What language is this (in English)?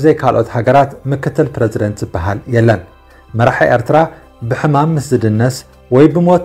Tigrinya